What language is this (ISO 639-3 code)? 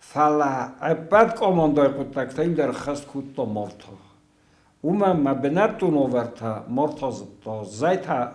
oss